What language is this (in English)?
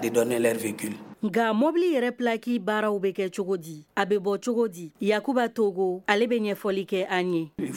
Bambara